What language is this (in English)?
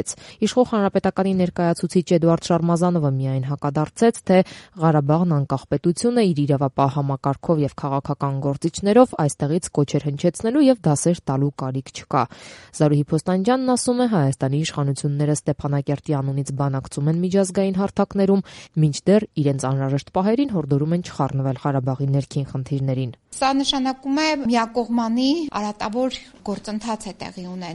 Armenian